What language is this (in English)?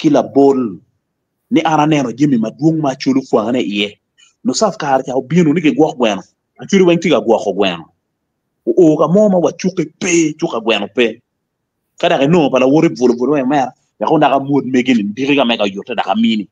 Acoli